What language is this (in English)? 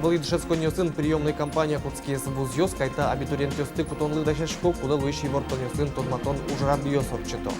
Udmurt